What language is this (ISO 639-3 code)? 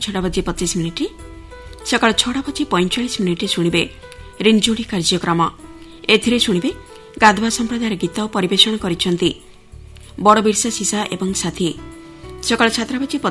ori